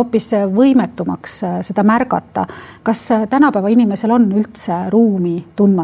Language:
Estonian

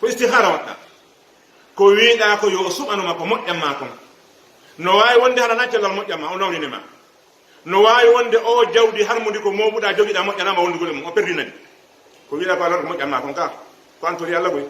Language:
Fula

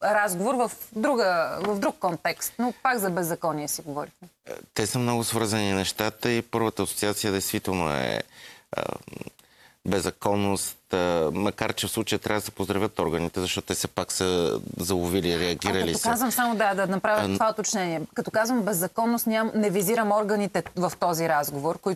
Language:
Bulgarian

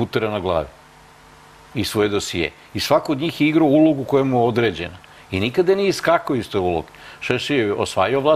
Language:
Serbian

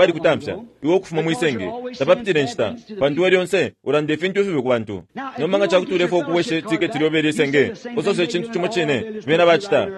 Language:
Bemba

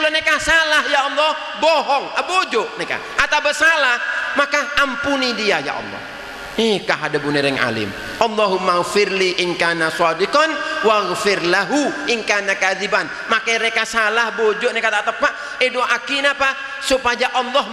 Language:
Madurese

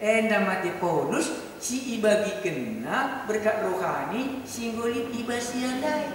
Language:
Batak Karo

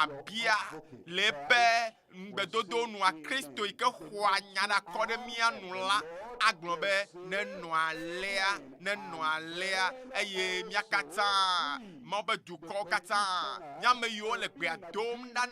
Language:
Ewe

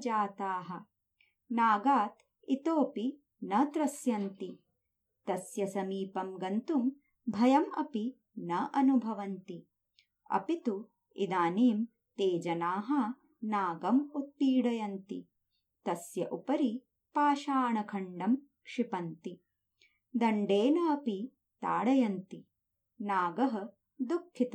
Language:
Sanskrit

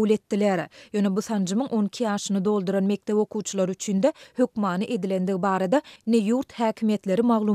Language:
Turkmen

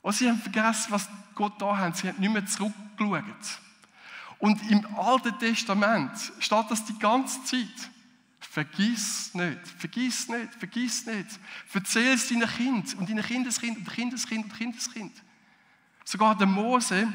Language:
Swiss German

